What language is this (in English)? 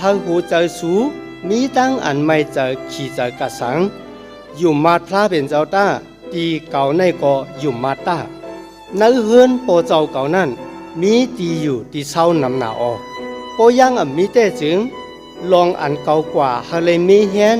Shan